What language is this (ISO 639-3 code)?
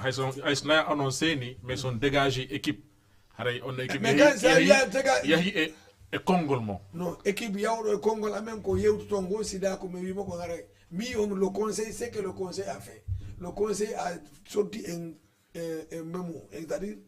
ful